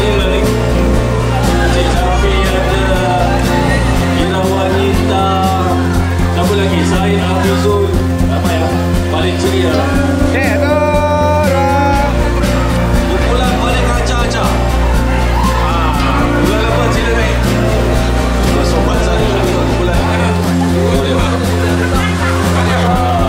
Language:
Malay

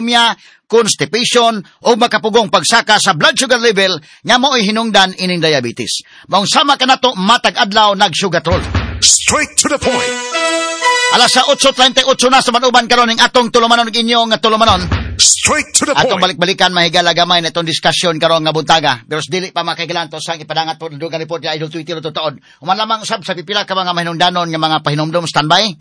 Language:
Cebuano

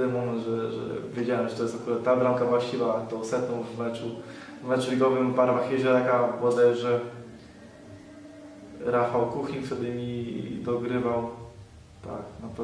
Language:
Polish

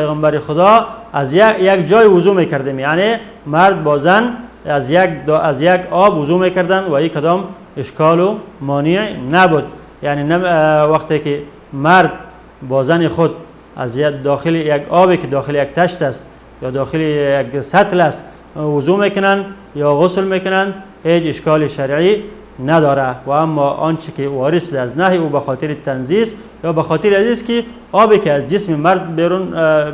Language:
Persian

